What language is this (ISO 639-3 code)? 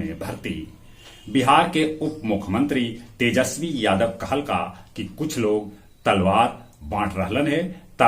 mag